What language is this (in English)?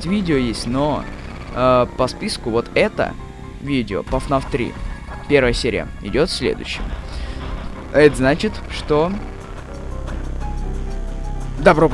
Russian